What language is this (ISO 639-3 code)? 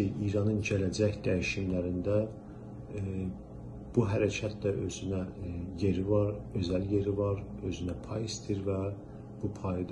azb